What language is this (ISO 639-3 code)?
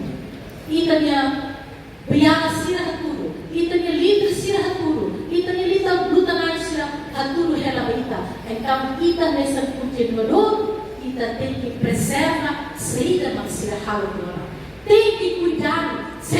tet